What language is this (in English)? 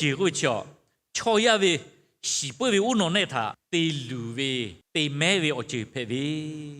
Lahu